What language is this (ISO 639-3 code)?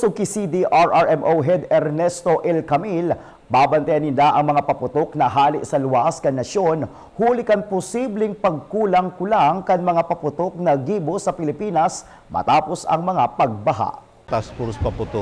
bik